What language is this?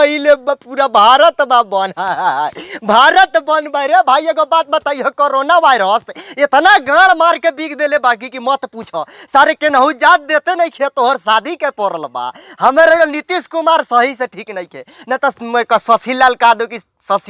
Bhojpuri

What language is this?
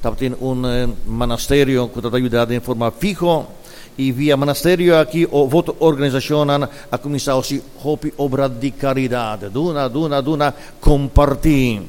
Papiamento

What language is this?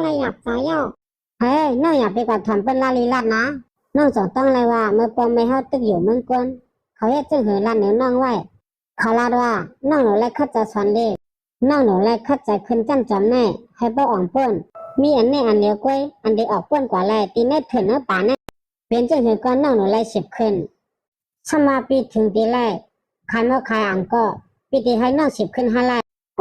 Shan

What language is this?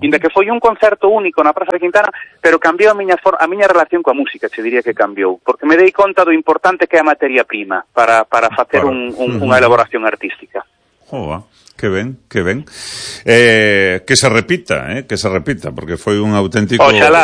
Galician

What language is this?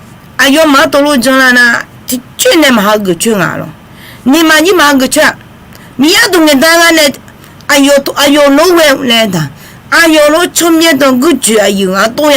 Akha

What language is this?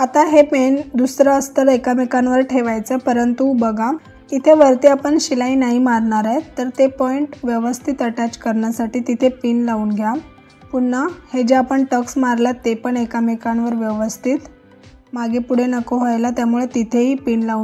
Marathi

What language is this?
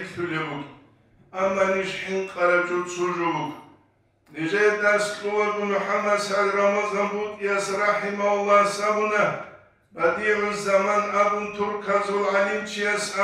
Avaric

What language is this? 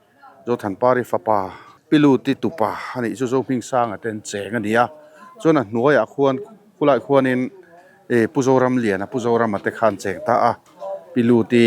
Mizo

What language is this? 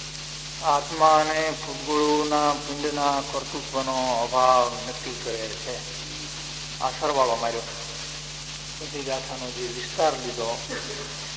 Gujarati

